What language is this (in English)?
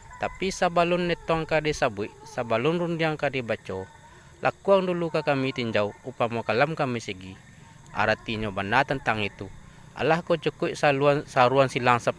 Minangkabau